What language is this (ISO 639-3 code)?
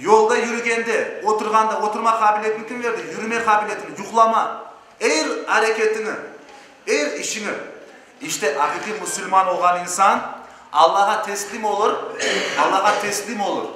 crh